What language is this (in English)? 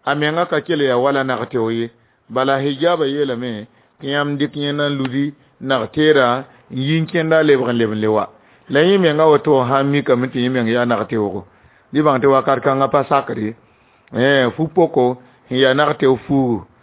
Mossi